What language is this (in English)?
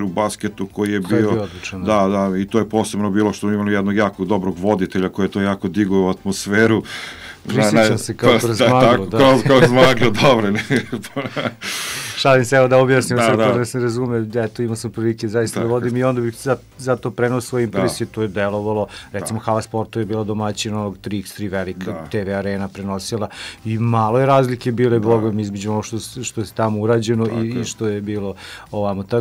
Serbian